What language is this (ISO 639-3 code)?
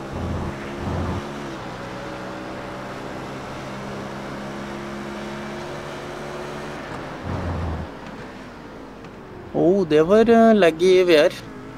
nor